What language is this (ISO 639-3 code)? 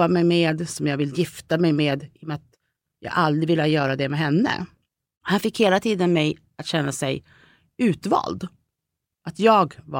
swe